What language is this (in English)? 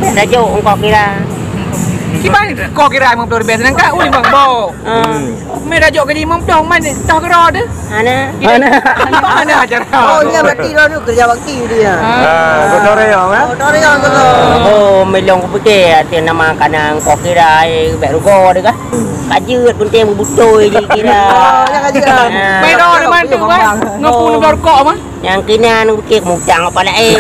Achinese